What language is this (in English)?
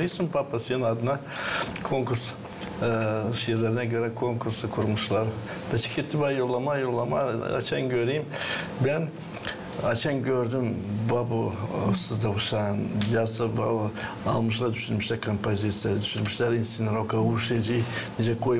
Gagauz